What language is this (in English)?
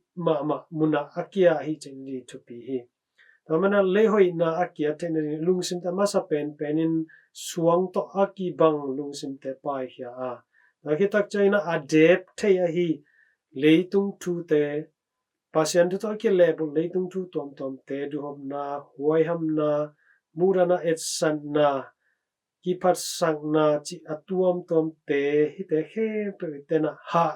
Tedim Chin